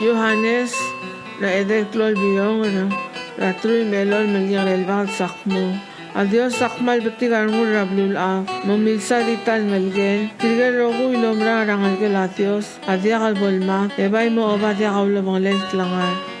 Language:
Palauan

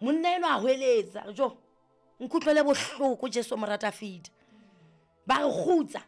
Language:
Southern Sotho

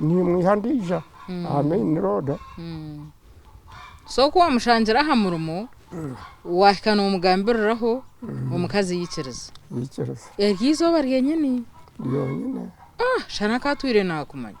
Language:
Nyankole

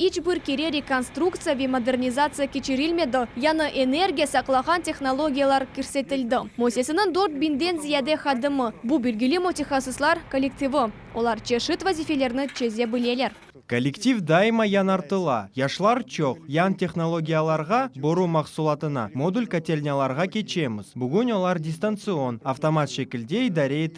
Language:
Crimean Tatar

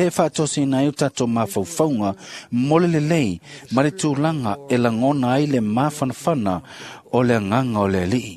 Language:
Samoan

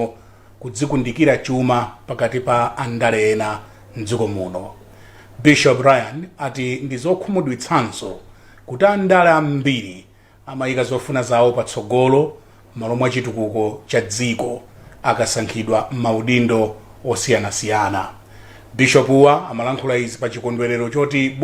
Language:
Nyanja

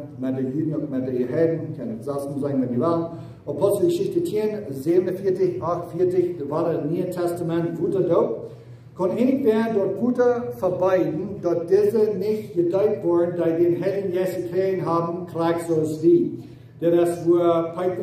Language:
Plautdietsch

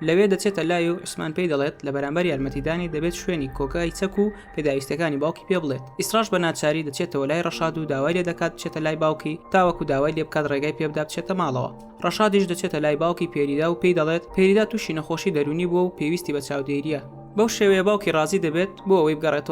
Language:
Central Kurdish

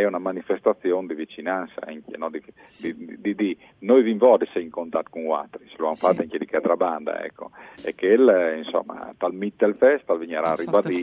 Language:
Friulian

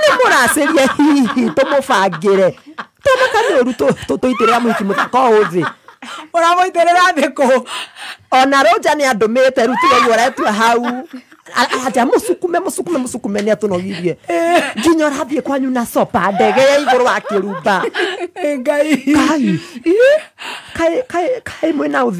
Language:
Kikuyu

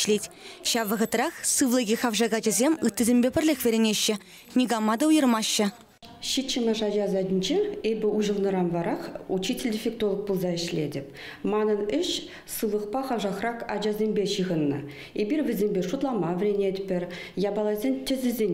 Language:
Chuvash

